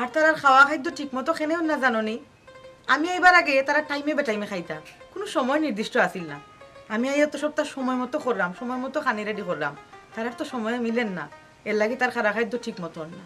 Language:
Sylheti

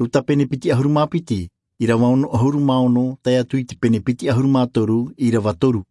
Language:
Tahitian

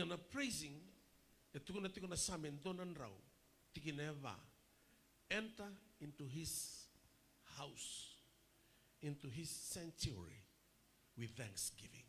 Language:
Fijian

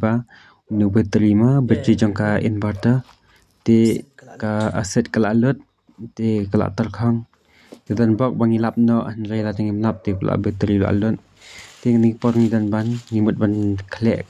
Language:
Khasi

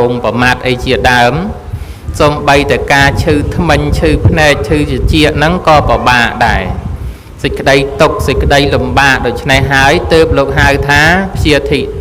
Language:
Khmer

